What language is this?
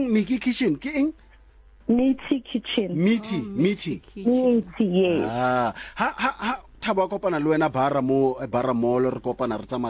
Southern Sotho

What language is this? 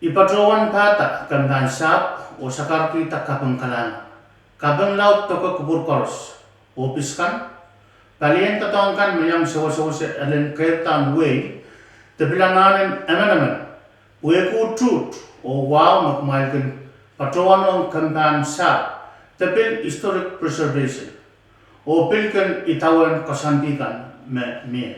Pohnpeian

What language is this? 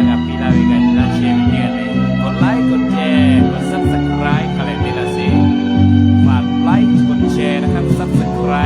Lahu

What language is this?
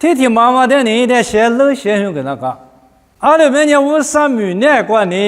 Lisu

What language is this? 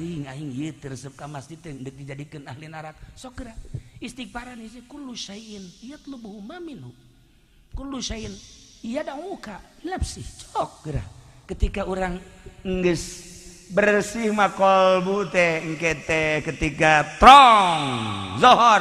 Sundanese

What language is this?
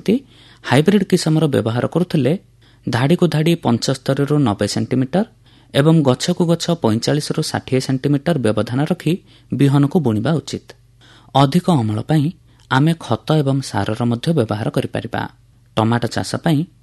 Odia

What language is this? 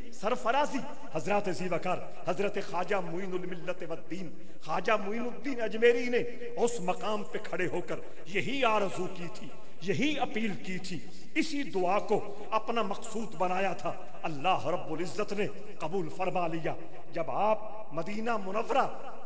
Urdu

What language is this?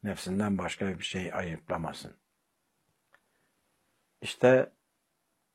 Turkish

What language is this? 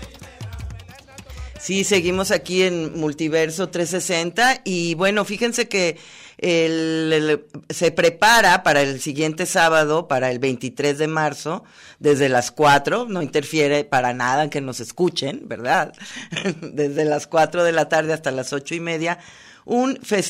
Spanish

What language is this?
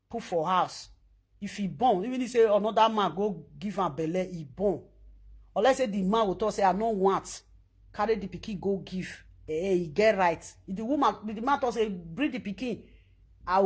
Nigerian Pidgin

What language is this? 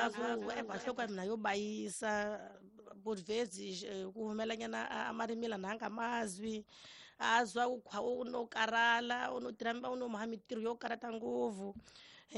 Tsonga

